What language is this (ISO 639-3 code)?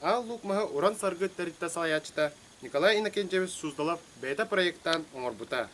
sah